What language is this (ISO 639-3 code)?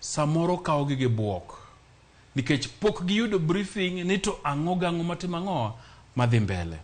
luo